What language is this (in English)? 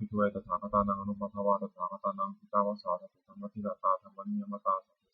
Pali